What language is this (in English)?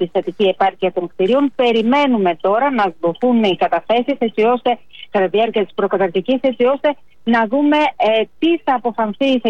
Greek